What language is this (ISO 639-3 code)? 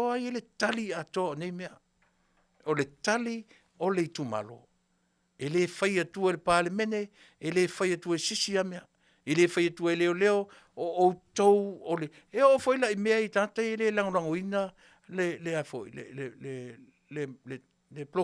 smo